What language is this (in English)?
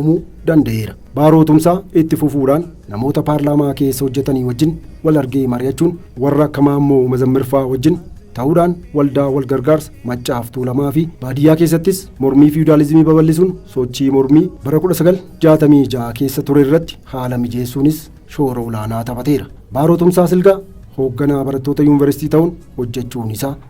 Oromo